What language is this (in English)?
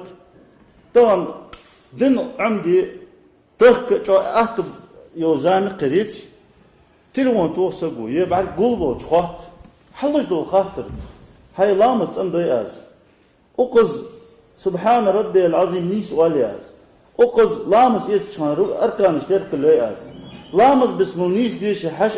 Ingush